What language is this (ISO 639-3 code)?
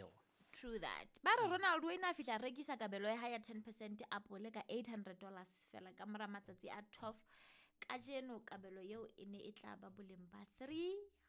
sot